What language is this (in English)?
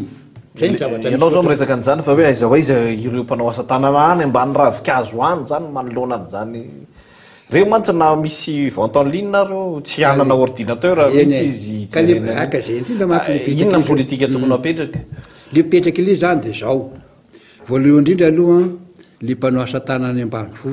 Malagasy